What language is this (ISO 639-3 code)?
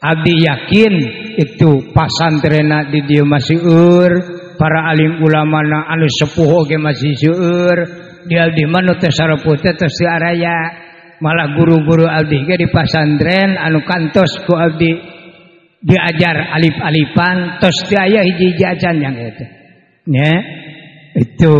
sun